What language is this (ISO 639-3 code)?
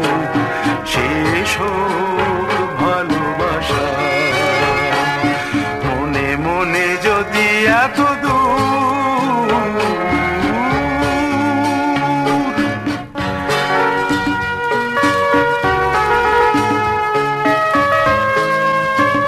ben